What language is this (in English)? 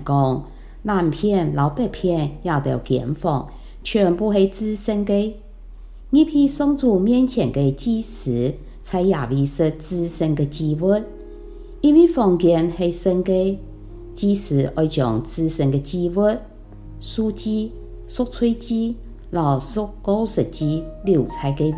Hakka Chinese